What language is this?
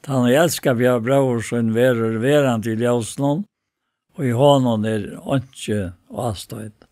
Faroese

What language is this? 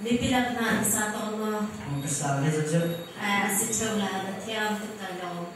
Hakha Chin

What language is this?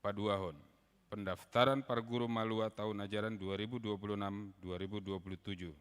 Batak Toba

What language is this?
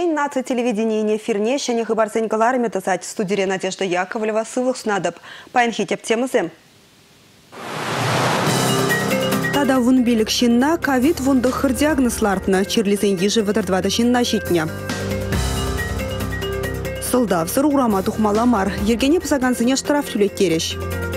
Chuvash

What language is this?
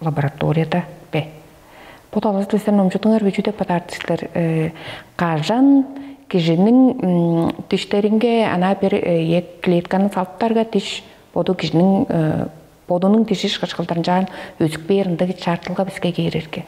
Tuvinian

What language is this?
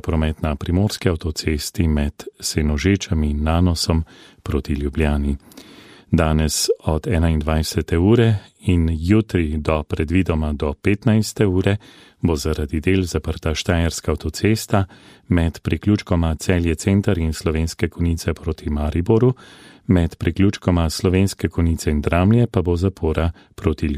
Slovenian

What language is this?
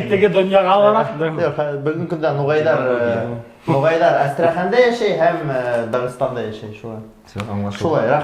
Bashkir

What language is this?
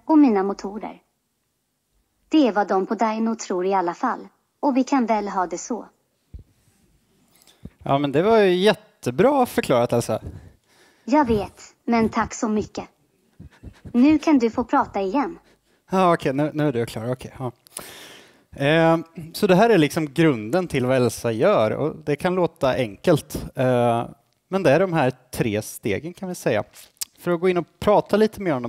Swedish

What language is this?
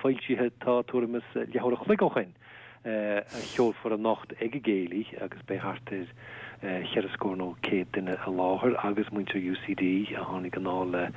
Irish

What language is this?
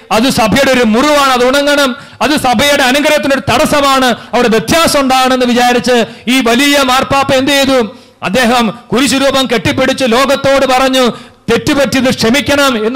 Malayalam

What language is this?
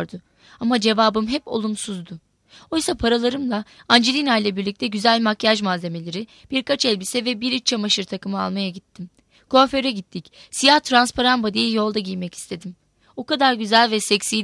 Turkish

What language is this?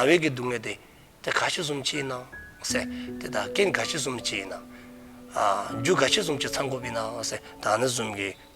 Dzongkha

